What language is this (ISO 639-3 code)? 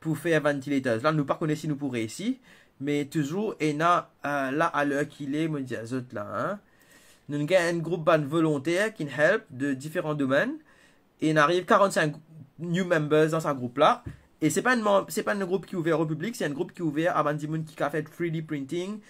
mfe